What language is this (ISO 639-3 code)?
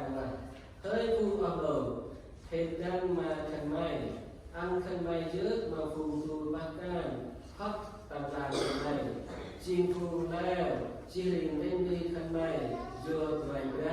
cmo